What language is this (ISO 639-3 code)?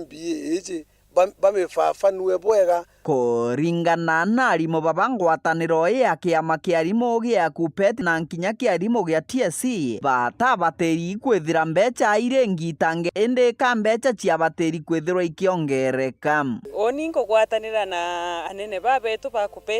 mer